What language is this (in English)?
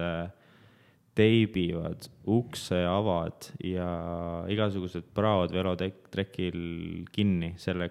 Estonian